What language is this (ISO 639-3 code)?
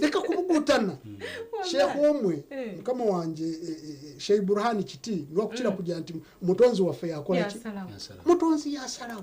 nyn